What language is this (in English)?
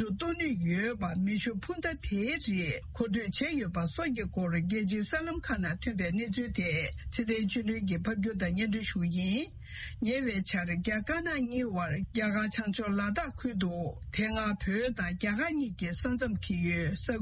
Tibetan